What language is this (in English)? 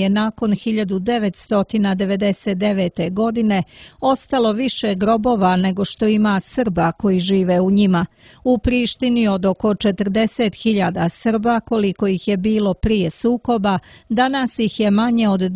Serbian